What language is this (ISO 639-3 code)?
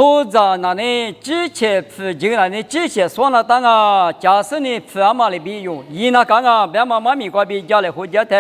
lis